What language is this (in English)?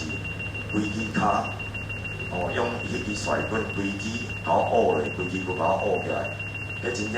Min Nan Chinese